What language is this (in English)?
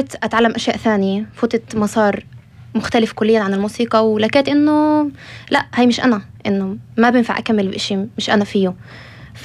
North Levantine Arabic